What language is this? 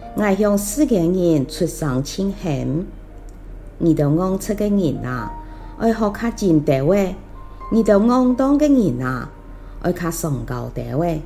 Hakka Chinese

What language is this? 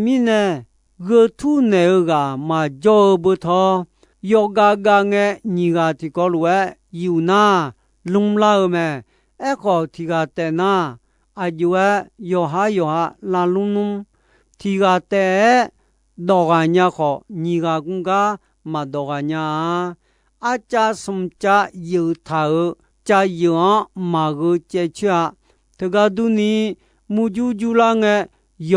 Akha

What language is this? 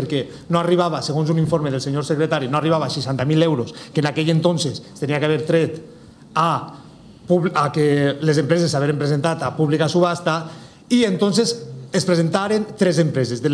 Catalan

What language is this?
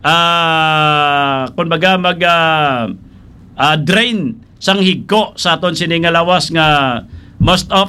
Hiligaynon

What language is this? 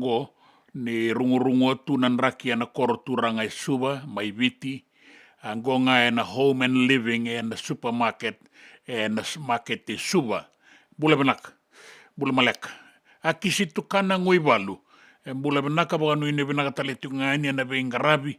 Fijian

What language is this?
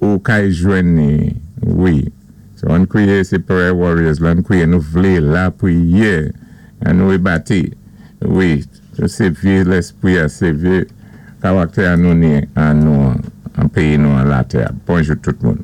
Saint Lucian Creole French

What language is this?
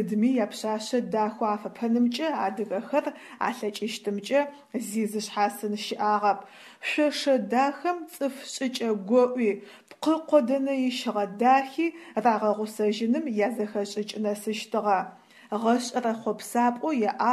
Adyghe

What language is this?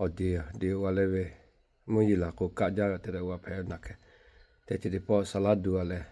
Lahu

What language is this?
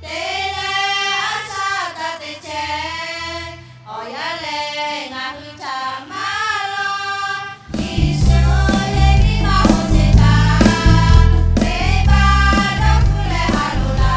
Lahu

